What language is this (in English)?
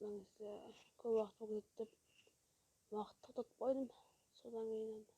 Kara-Kalpak